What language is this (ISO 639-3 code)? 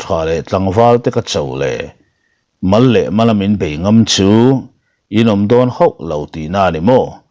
lus